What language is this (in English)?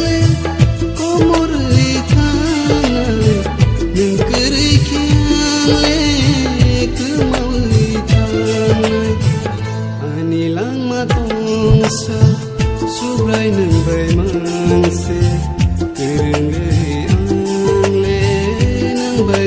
Kok Borok